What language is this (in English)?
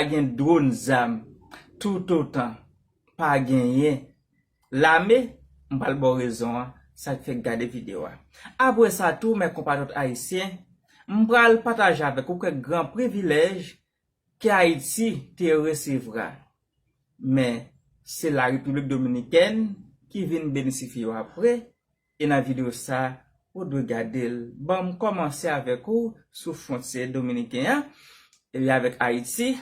Haitian Creole